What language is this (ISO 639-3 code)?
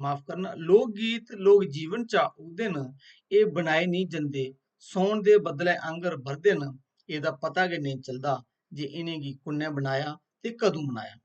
doi